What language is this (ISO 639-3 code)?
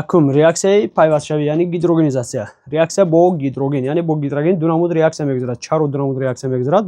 tgk